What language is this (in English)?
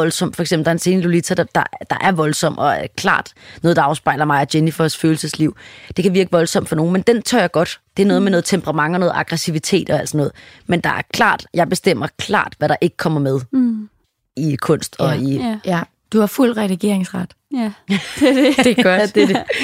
Danish